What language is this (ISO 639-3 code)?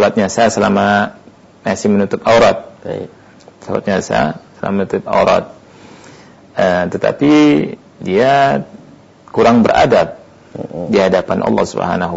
ind